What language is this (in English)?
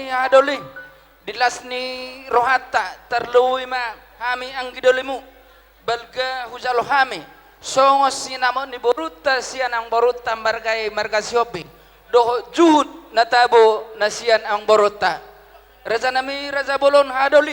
Batak Toba